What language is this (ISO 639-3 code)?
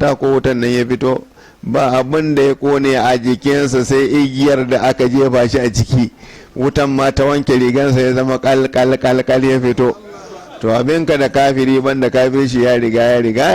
hau